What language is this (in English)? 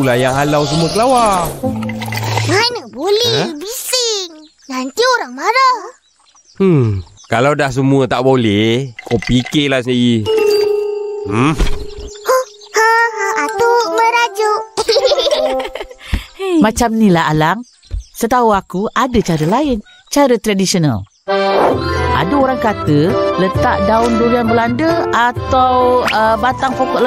Malay